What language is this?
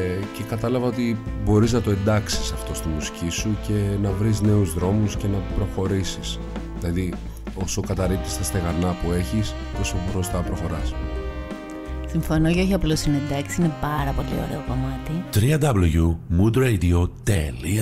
Greek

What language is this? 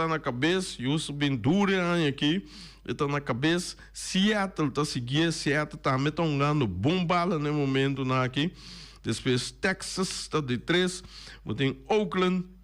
Papiamento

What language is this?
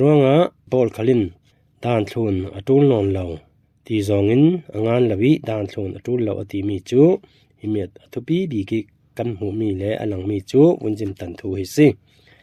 Falam Chin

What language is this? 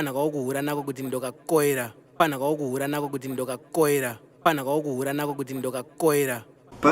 Shona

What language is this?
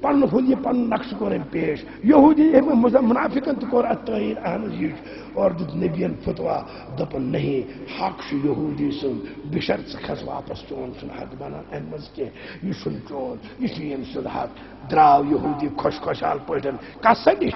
Kashmiri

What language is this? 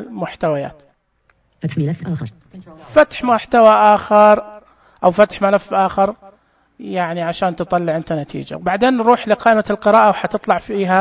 Najdi Arabic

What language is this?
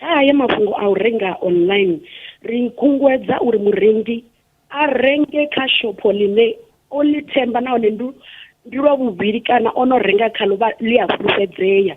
Venda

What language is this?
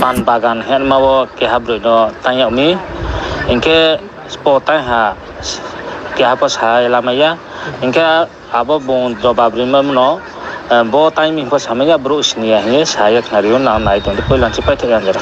Riang (India)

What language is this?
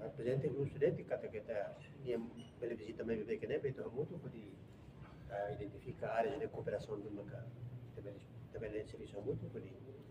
Tetum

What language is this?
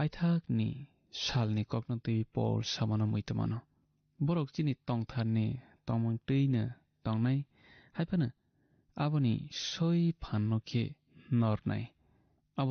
Kok Borok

